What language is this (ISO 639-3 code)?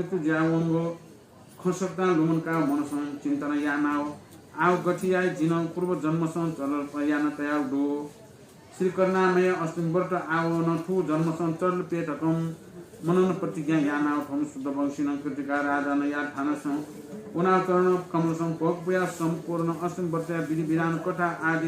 new